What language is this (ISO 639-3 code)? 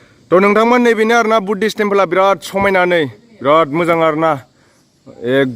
brx